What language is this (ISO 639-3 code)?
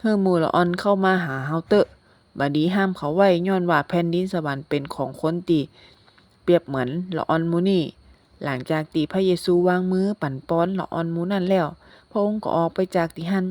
nod